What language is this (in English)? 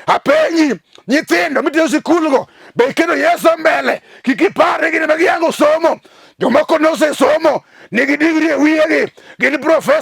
Luo (Kenya and Tanzania)